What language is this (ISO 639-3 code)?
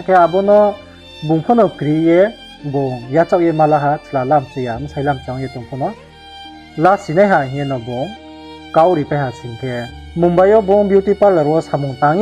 ria